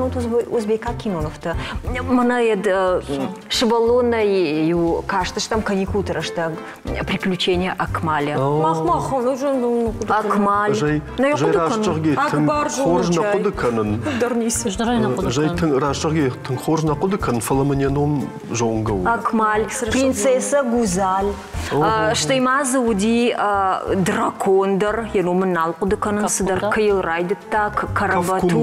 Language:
Ossetic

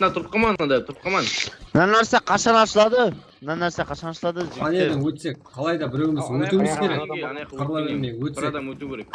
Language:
Kara-Kalpak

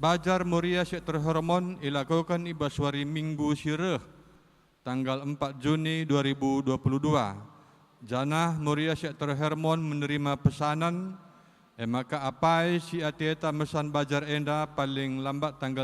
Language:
Batak Karo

